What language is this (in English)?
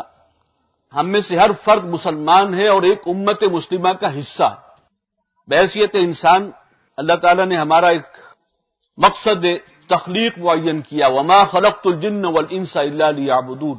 Urdu